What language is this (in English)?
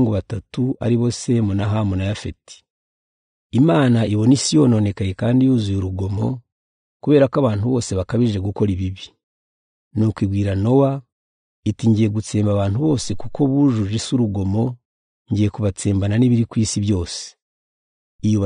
Kinyarwanda